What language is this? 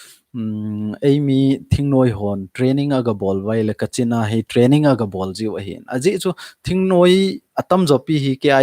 Thado Chin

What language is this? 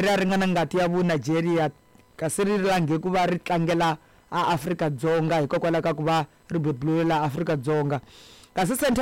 Tsonga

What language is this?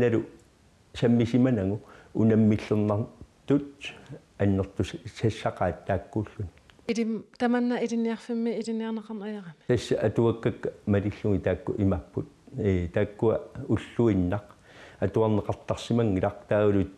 Kalaallisut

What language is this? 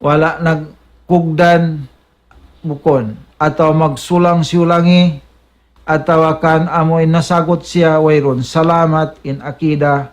Tausug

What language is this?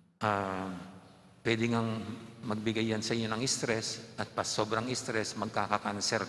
Pampanga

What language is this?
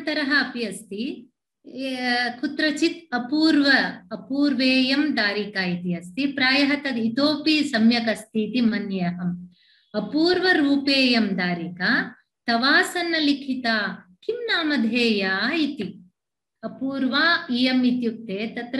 Sanskrit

